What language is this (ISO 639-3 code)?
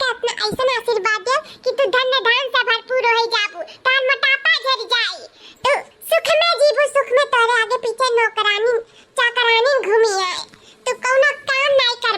awa